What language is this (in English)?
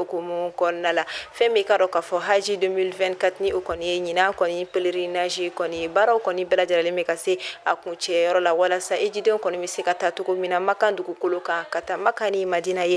Bambara